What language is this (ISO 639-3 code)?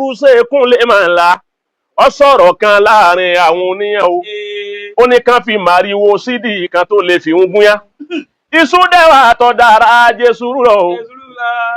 yor